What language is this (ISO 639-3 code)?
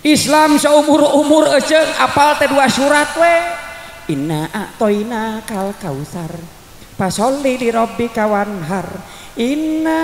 sun